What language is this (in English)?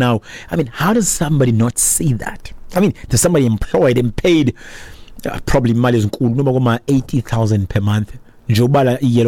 Xhosa